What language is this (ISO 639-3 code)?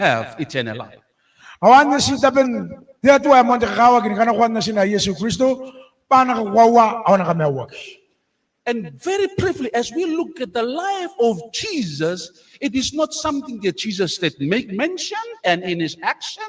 gil